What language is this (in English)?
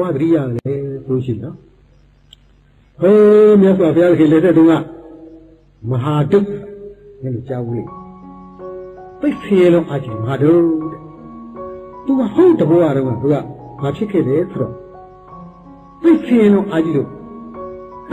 Burmese